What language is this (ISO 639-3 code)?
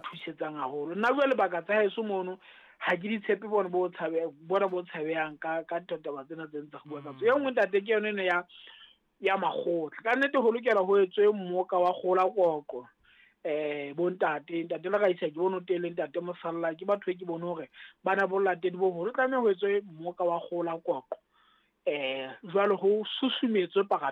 sot